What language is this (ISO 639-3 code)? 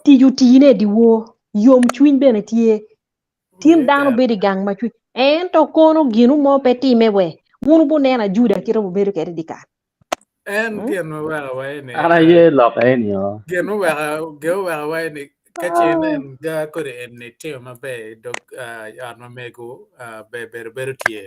ach